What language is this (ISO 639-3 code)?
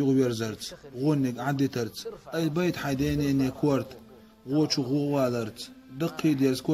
che